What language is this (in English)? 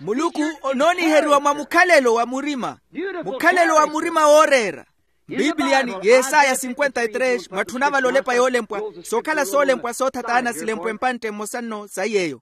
Makhuwa